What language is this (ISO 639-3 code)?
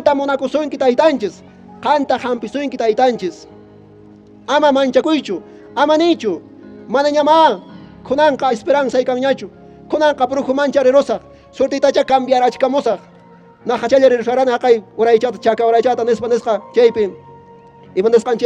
que